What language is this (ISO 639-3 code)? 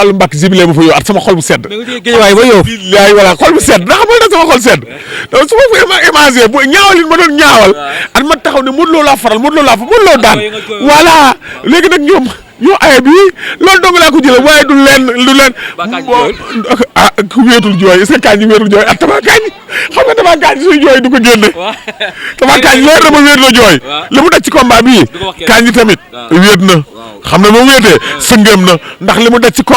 wol